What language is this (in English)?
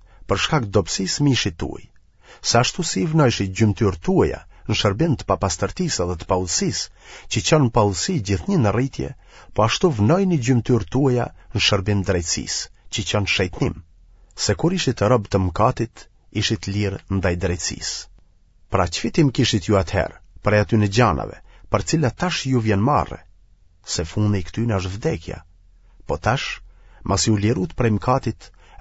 Albanian